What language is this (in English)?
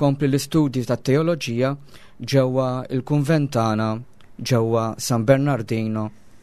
Maltese